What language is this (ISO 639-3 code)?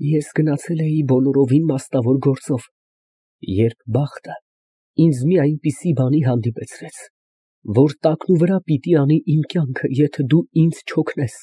hye